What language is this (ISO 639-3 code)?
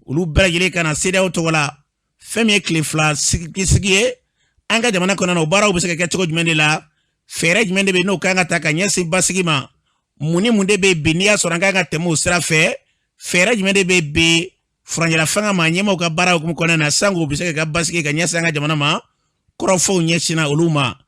bam